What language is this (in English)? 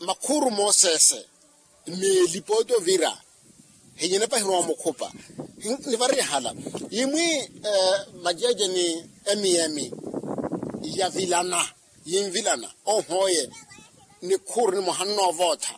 Makhuwa